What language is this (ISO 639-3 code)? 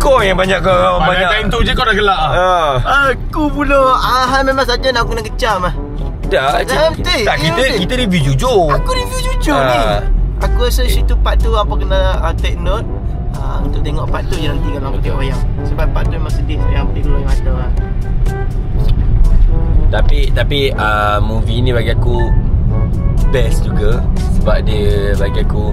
msa